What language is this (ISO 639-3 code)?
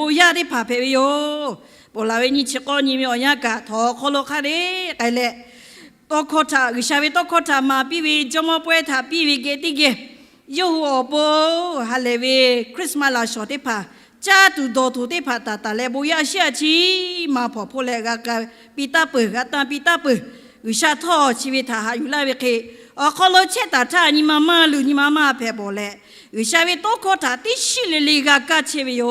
lhu